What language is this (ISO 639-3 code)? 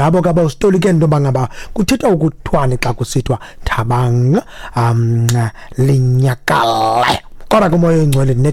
xho